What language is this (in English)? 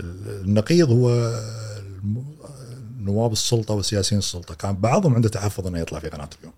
Gulf Arabic